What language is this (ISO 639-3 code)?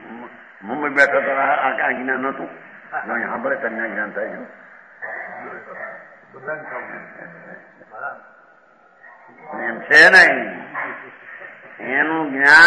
guj